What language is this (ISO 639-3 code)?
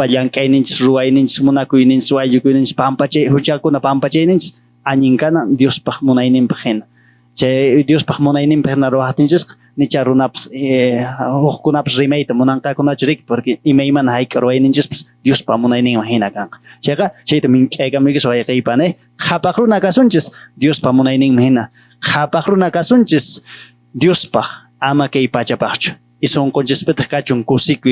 que